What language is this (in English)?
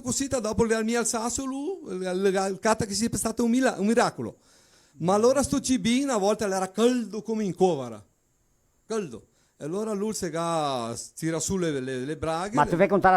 Venetian